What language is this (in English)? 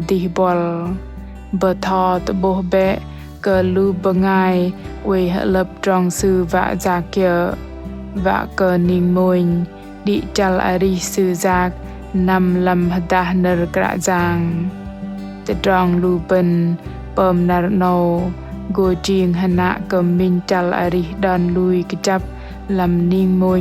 Bahnar